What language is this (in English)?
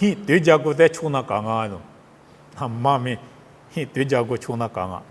Lisu